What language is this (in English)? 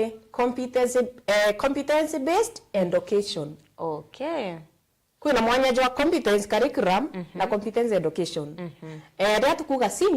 Meru